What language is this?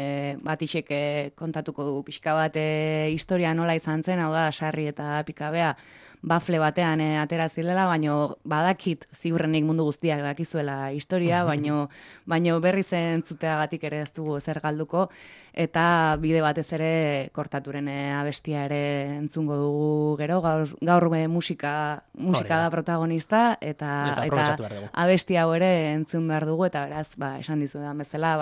Basque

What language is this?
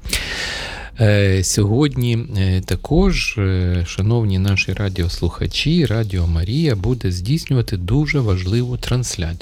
Ukrainian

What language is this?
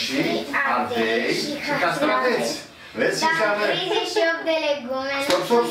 Romanian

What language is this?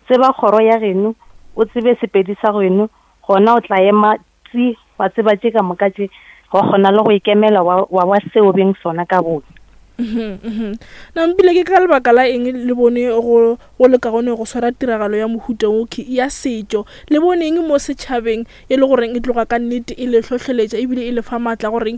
Northern Sotho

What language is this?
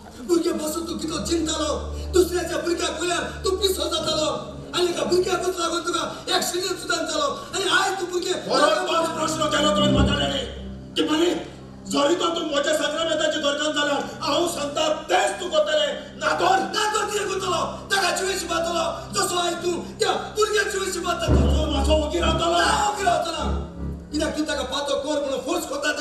Konkani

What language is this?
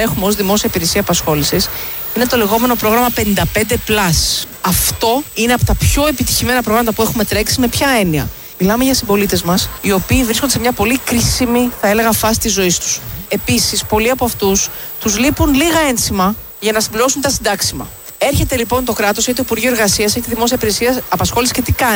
Greek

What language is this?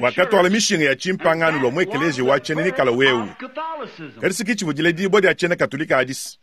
Luba-Lulua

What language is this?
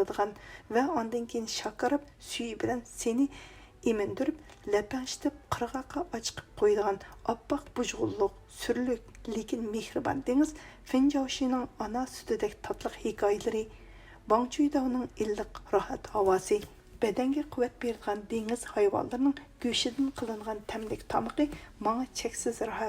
Uyghur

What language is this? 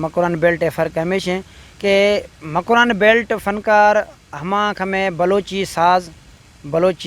Eastern Balochi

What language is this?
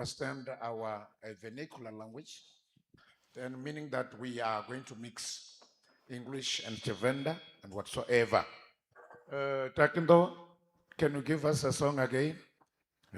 Venda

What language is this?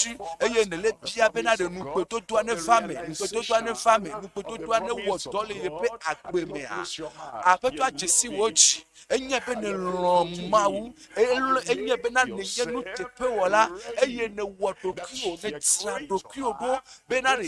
Ewe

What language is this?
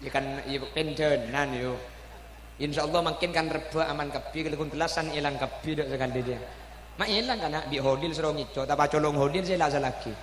Madurese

